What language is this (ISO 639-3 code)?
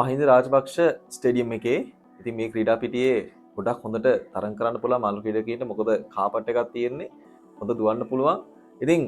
sin